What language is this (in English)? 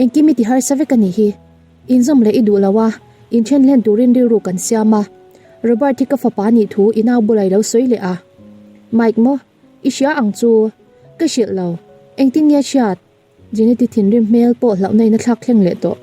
Mizo